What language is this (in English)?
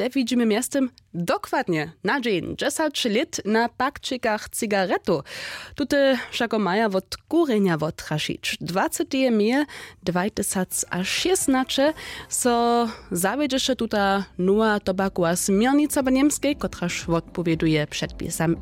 Upper Sorbian